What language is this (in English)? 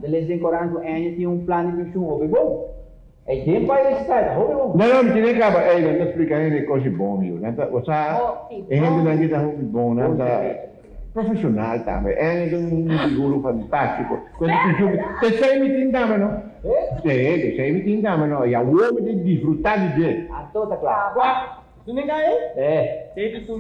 Papiamento